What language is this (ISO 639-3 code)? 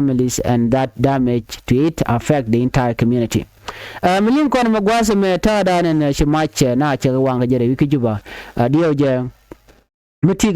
nus